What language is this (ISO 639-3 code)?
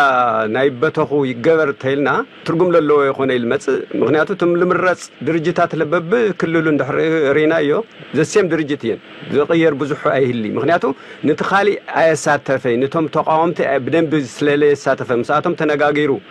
tir